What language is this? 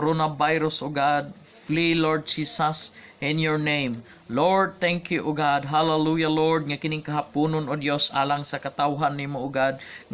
Cebuano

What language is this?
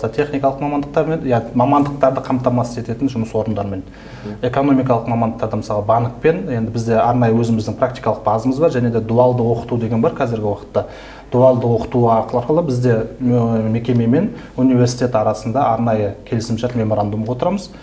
Kazakh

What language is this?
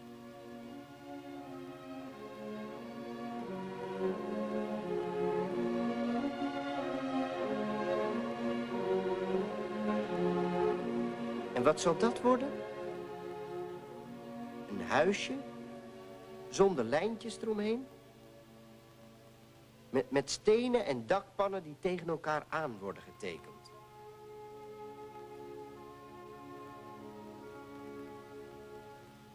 Dutch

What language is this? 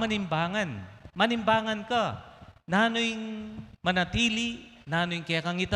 Pampanga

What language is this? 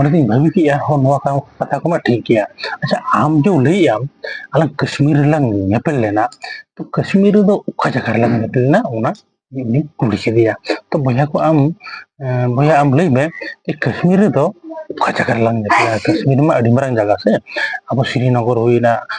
Santali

